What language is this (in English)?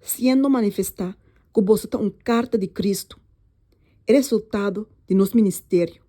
Papiamento